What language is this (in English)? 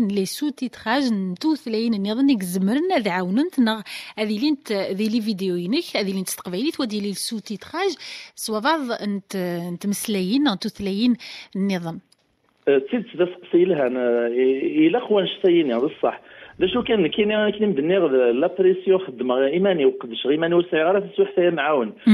Kabyle